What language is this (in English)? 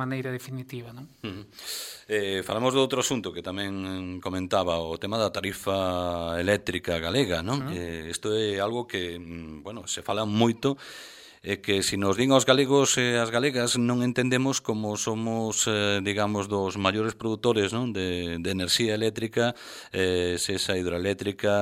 Galician